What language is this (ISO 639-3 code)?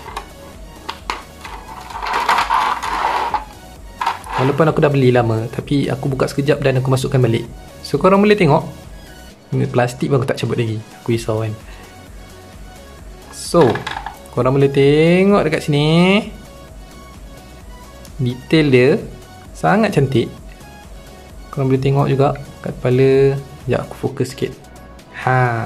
msa